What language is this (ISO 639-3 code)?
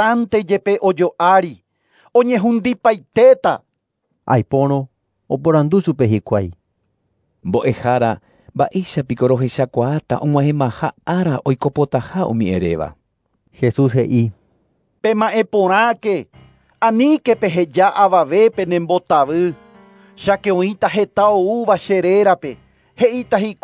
grn